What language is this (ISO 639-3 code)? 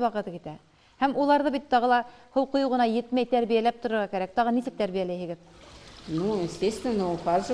bak